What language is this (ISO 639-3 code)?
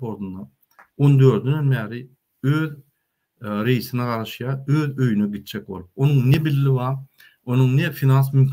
tuk